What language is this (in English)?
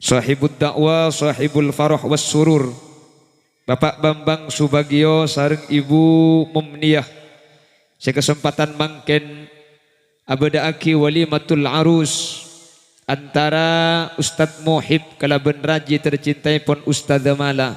Madurese